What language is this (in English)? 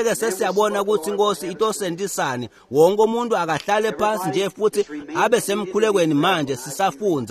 Swati